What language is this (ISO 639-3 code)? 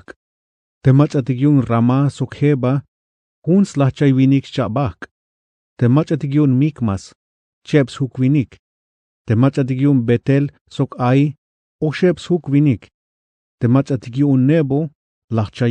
tzh